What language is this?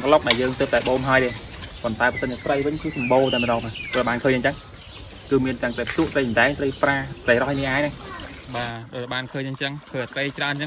Khmer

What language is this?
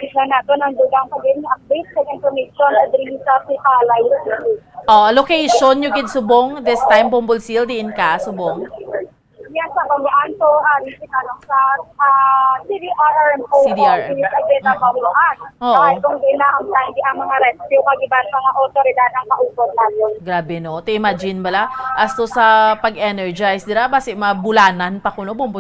Hiligaynon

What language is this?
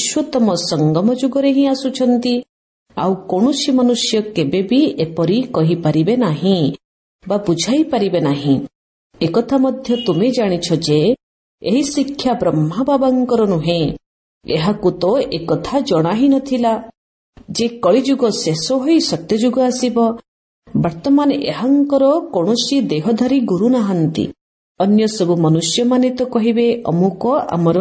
Odia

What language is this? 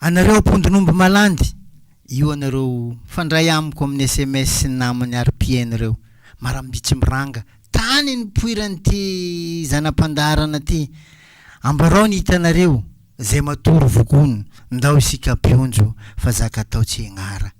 Malagasy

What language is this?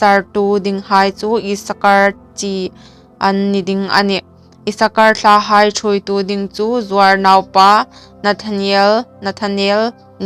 Hmar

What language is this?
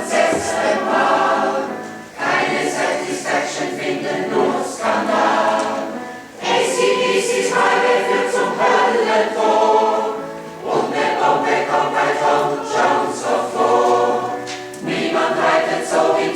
Swiss German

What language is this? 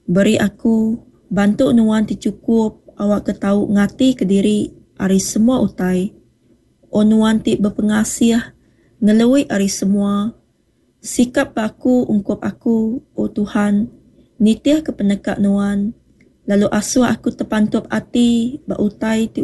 Iban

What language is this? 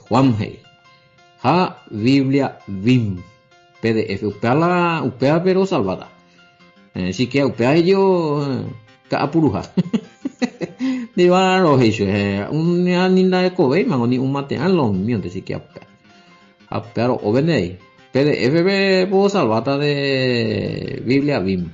Guarani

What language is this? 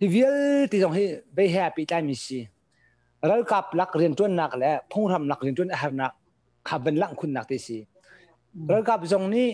Hakha Chin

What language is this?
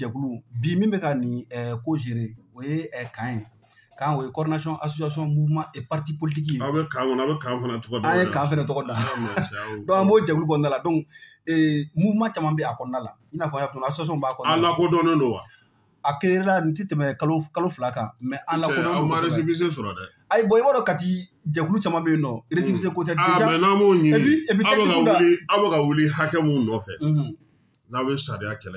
Bambara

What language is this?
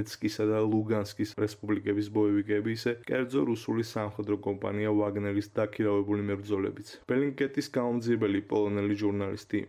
Georgian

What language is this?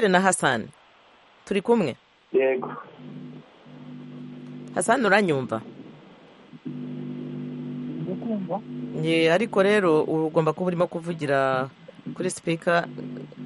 Kinyarwanda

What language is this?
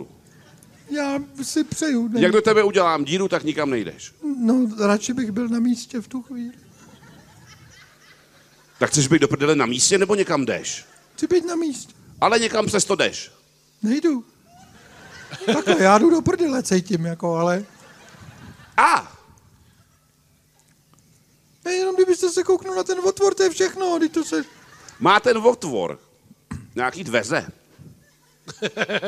Czech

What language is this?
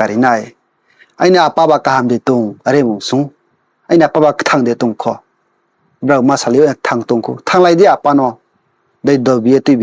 Riang (India)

